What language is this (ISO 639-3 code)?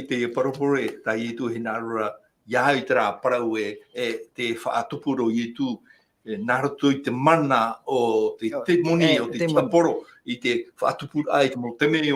tah